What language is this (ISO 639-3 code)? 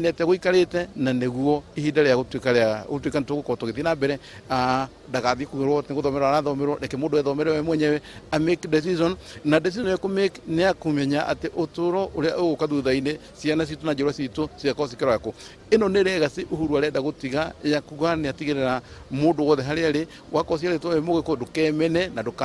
kik